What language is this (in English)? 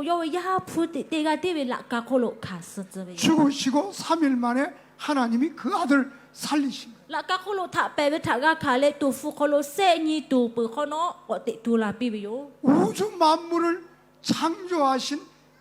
Lahu